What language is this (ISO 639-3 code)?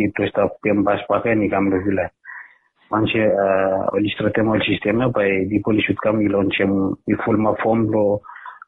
bis